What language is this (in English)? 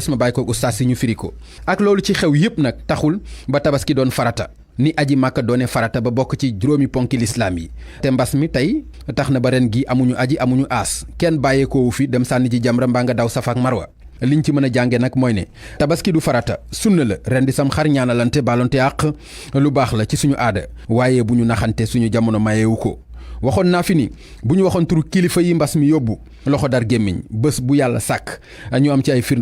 Wolof